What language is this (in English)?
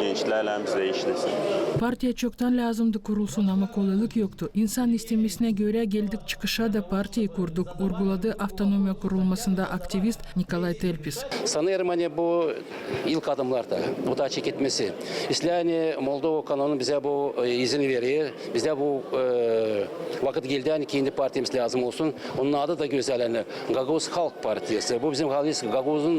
Gagauz